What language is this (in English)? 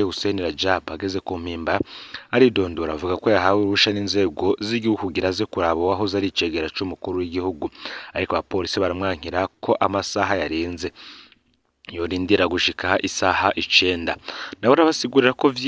Rundi